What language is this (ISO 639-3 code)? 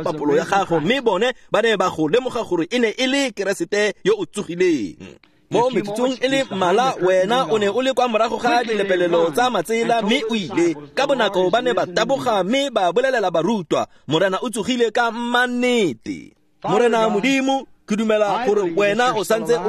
tsn